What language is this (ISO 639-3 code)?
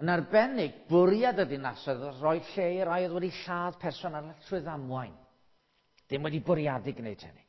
cym